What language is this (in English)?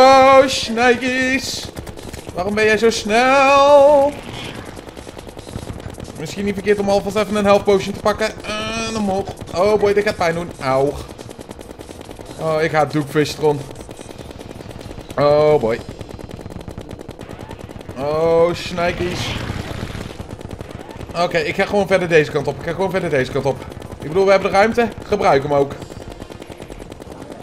Dutch